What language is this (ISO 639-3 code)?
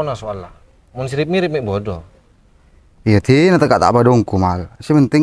mad